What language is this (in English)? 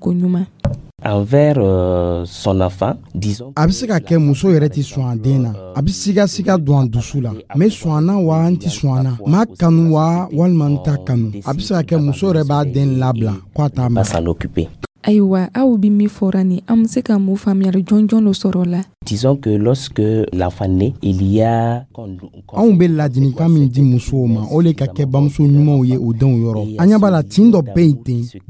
Dyula